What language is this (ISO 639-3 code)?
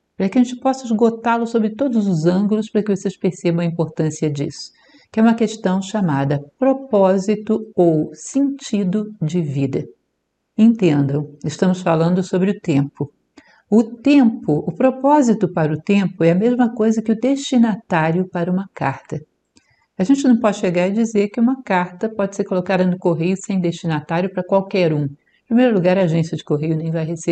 por